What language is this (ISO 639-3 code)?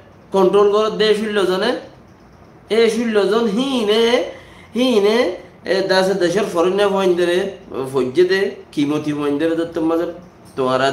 rhg